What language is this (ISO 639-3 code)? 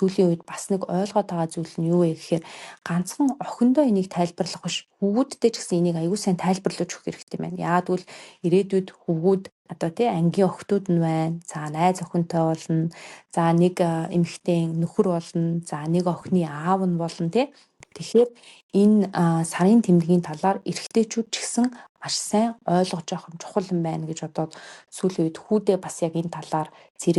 mon